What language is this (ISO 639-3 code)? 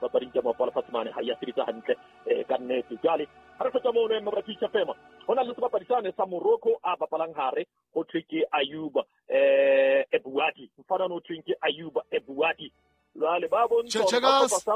sot